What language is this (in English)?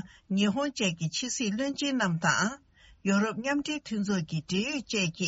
Tibetan